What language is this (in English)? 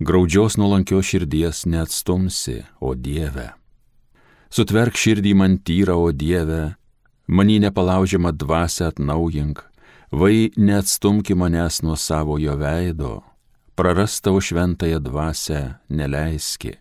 Lithuanian